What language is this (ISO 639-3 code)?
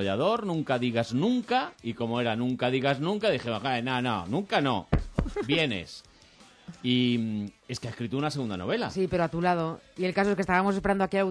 spa